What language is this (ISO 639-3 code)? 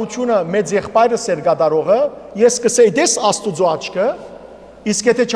hyw